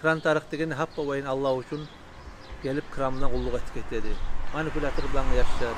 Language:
Kumyk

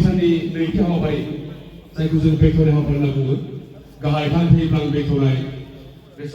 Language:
Bodo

